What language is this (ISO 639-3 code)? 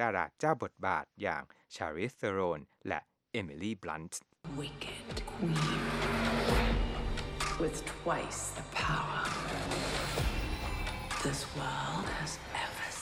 tha